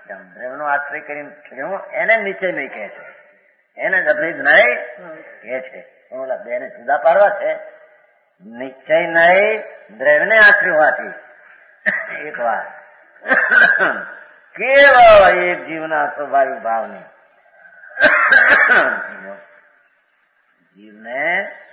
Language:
Gujarati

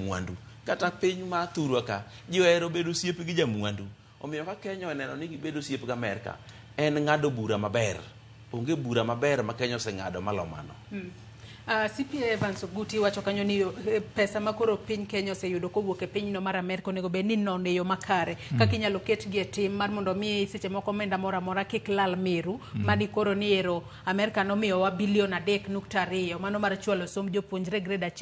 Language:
Luo (Kenya and Tanzania)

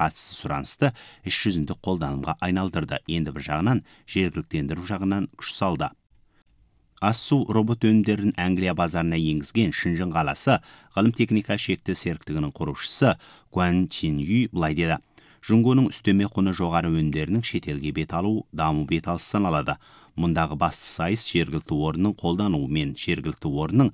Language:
Kazakh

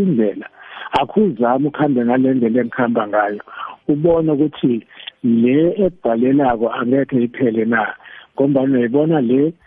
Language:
South Ndebele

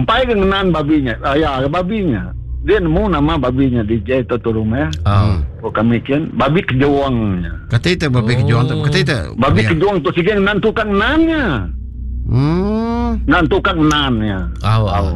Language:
Iban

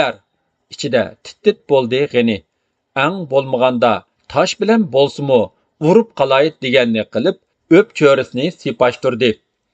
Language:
Uyghur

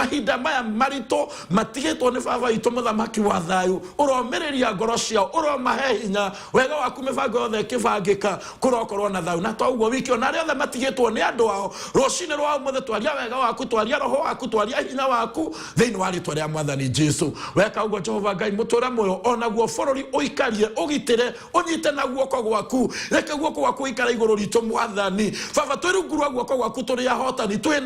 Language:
Kikuyu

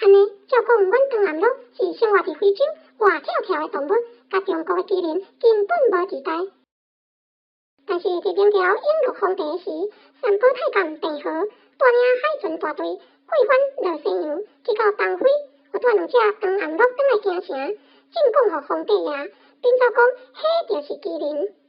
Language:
Min Nan Chinese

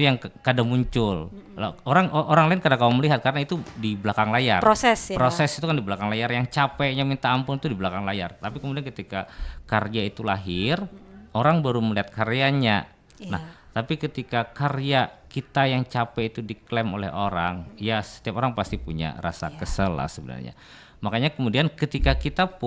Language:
Banjar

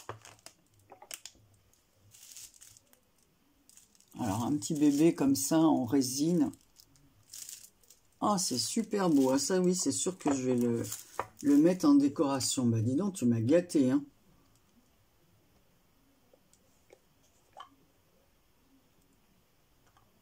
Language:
French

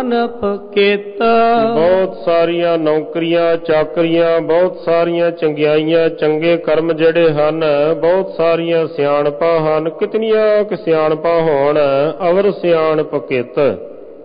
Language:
Punjabi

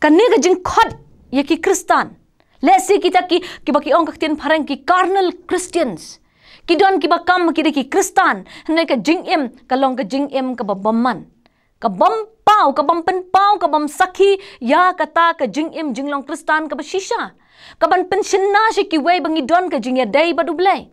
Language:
Khasi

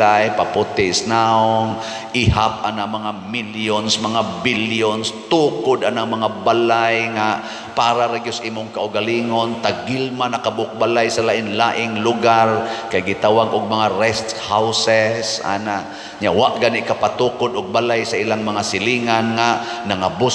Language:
Cebuano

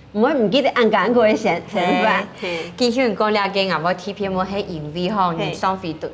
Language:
Hakka Chinese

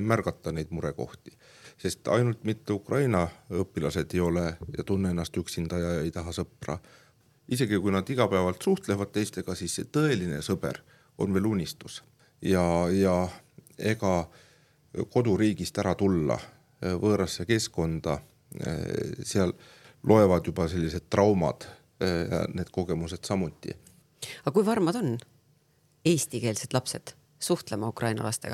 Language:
Estonian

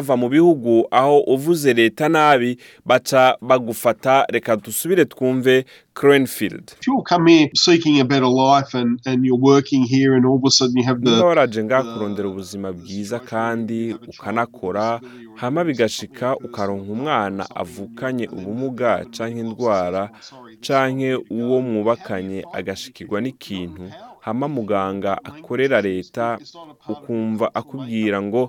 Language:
Rundi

